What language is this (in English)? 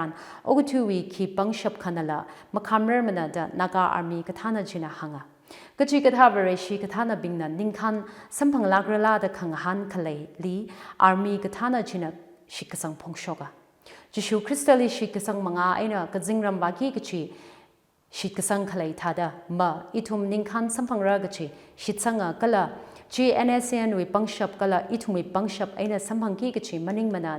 Tangkhul Naga (India)